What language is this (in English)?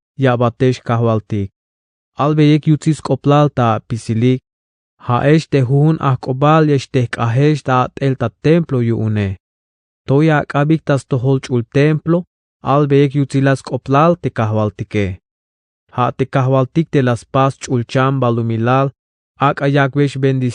Tzeltal